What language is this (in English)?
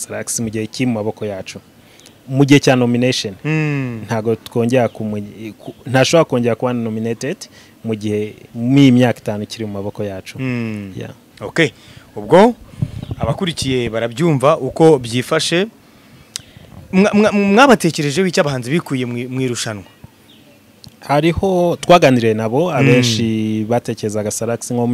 Kinyarwanda